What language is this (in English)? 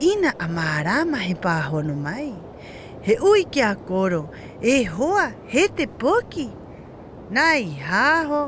Rapanui